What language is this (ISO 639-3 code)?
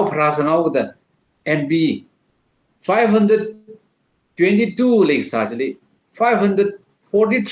nmf